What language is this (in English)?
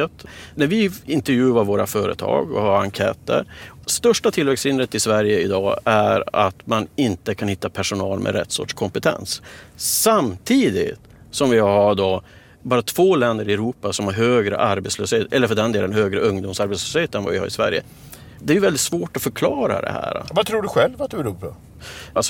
Swedish